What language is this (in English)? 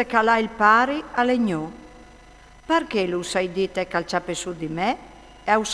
Friulian